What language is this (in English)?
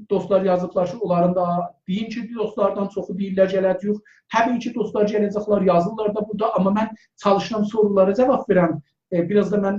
South Azerbaijani